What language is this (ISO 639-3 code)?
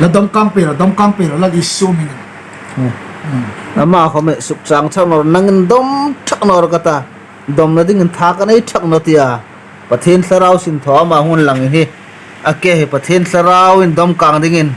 hmr